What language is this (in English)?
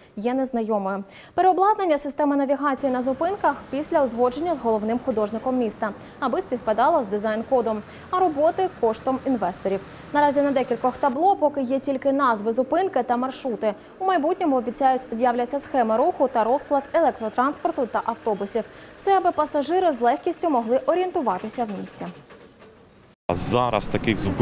Ukrainian